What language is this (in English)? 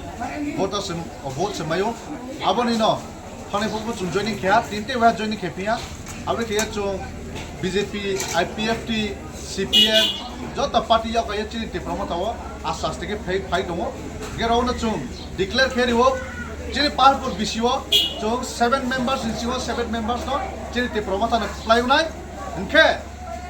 Kok Borok